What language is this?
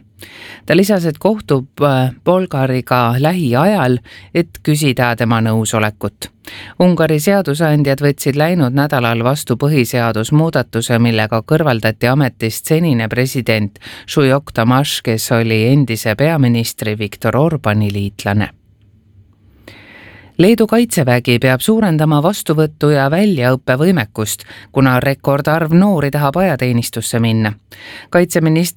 Estonian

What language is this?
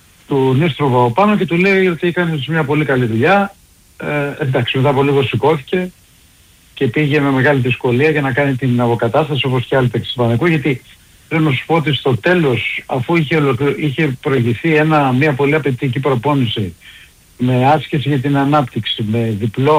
Greek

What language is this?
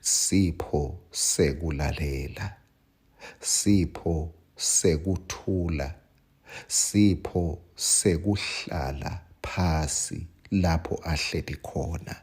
Swati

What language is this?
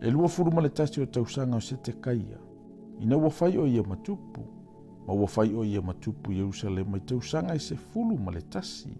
Samoan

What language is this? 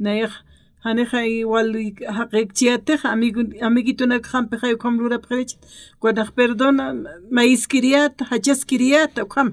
Aymara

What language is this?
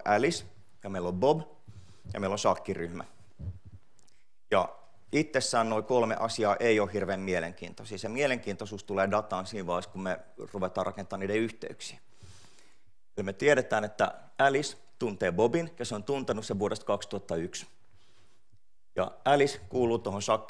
Finnish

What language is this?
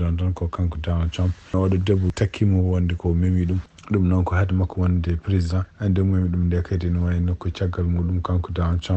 Fula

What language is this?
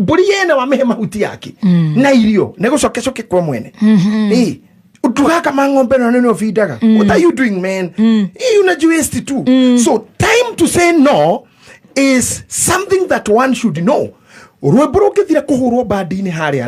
Kikuyu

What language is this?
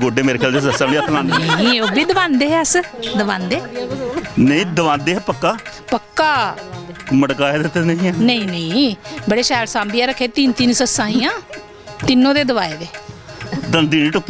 Dogri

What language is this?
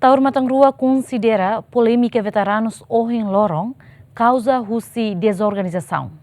Tetum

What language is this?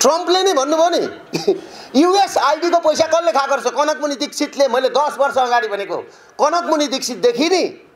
Nepali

